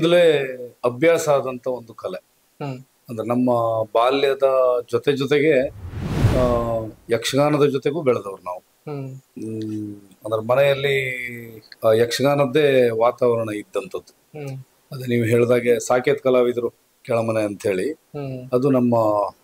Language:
Kannada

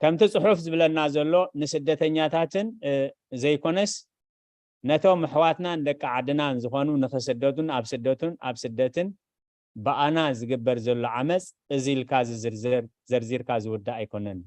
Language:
Tigrinya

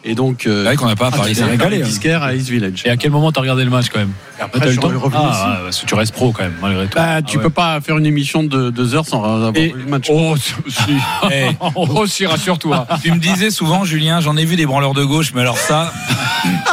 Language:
French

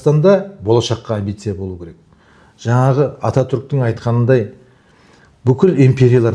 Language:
Kazakh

